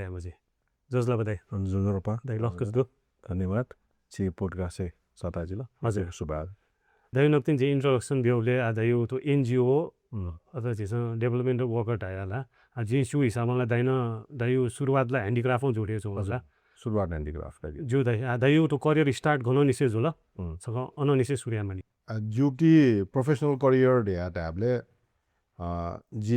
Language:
Newari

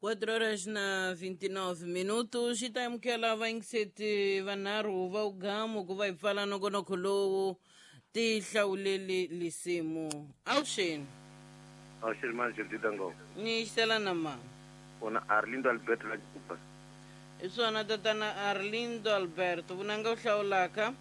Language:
Tsonga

